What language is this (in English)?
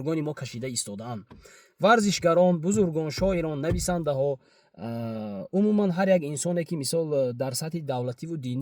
Tajik